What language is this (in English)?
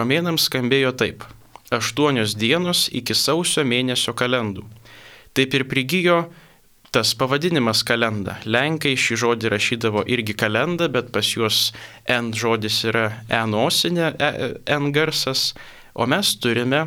Lithuanian